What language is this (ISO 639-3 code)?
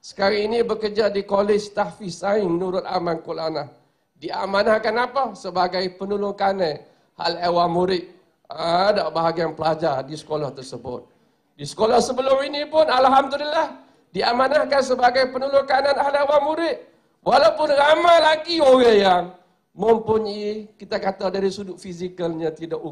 msa